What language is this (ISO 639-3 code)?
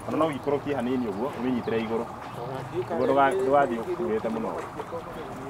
kik